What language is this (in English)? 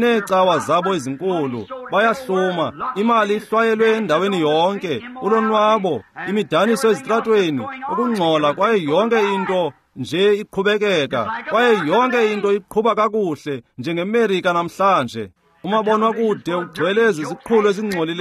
Xhosa